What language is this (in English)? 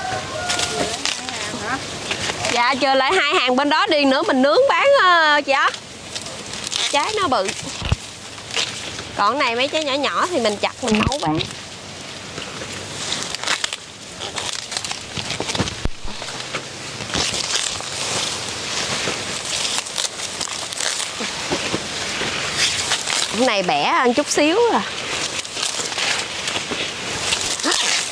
Vietnamese